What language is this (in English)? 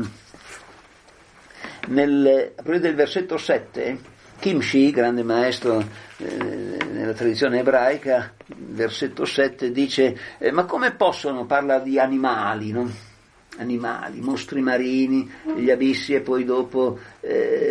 Italian